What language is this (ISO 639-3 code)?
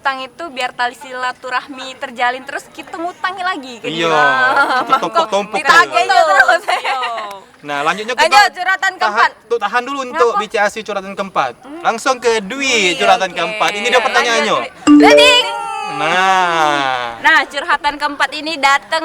mui